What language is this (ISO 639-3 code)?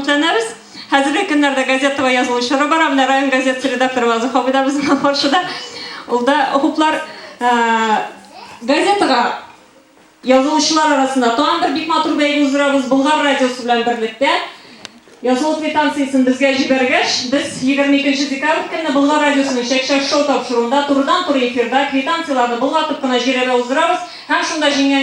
tat